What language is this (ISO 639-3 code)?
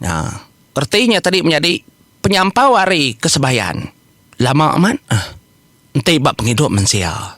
iba